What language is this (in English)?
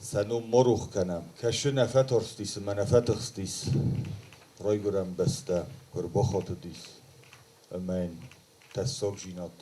Ossetic